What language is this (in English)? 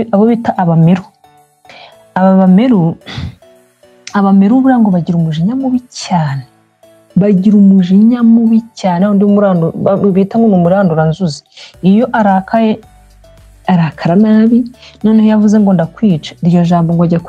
Kinyarwanda